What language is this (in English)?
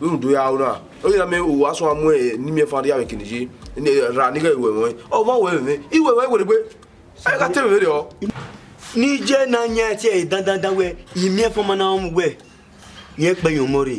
Bini